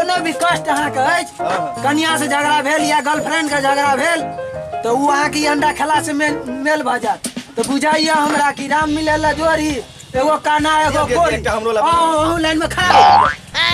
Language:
Maithili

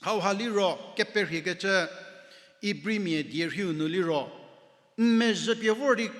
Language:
Angami Naga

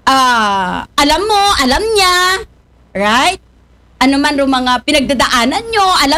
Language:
Aklanon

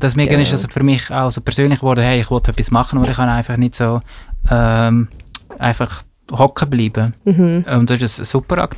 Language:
German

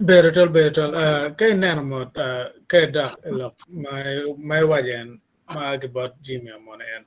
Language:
Acoli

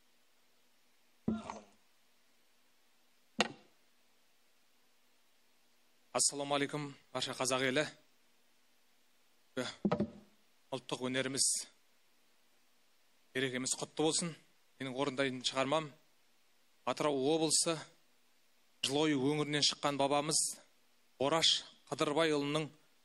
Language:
Kazakh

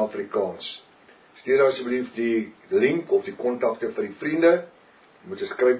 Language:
Afrikaans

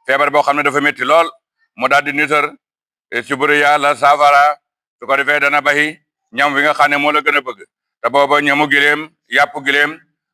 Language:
Wolof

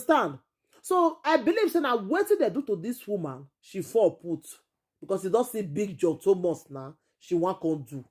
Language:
Nigerian Pidgin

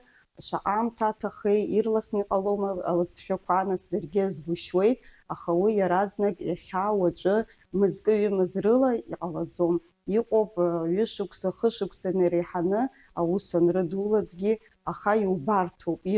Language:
Abkhazian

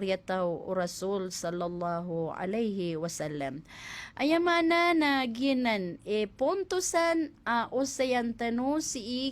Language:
Maranao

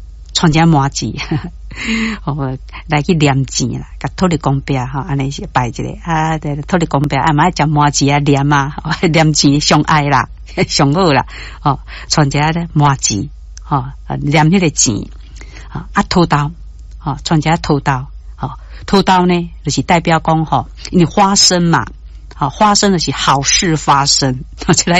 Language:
Min Nan Chinese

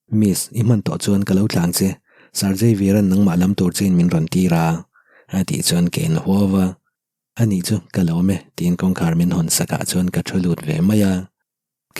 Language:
Mizo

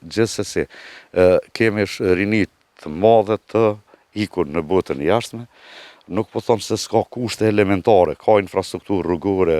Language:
Albanian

